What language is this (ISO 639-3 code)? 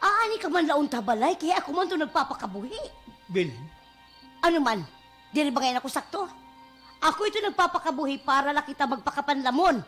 war